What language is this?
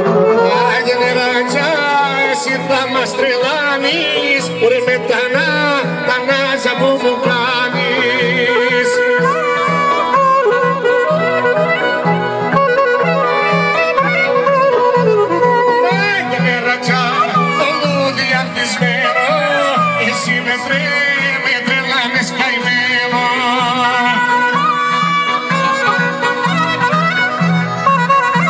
Greek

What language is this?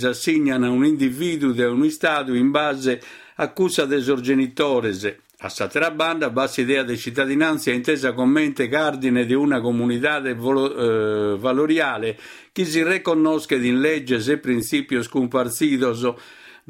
Sardinian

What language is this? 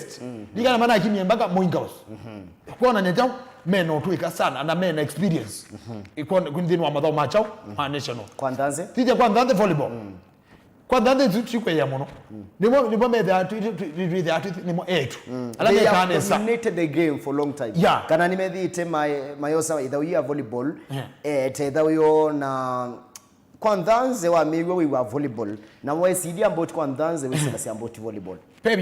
Kamba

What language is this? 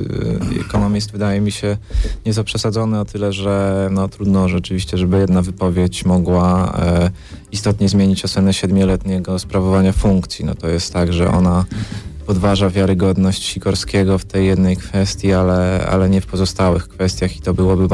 Polish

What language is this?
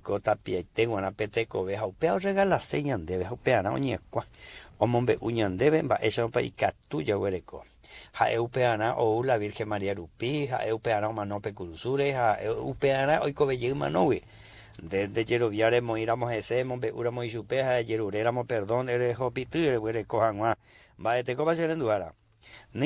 Guarani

